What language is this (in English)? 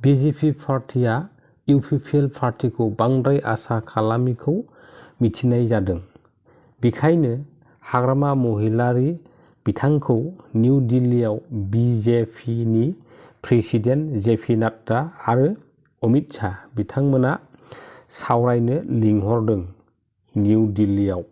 Bodo